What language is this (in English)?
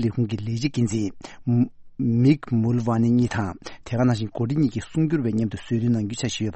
Tibetan